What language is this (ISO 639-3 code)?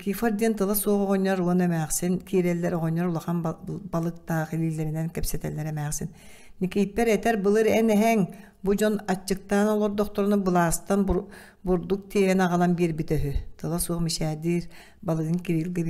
sah